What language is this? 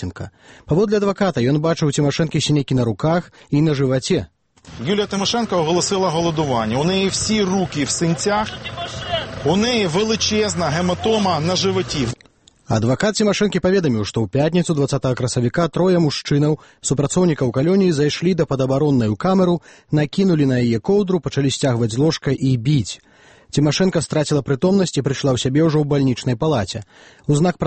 Belarusian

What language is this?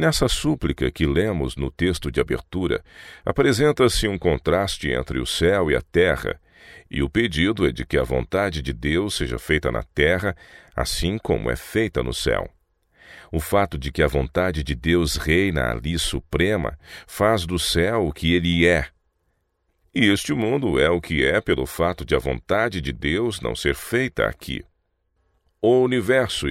Portuguese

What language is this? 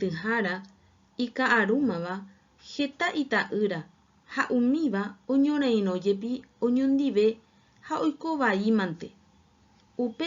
Guarani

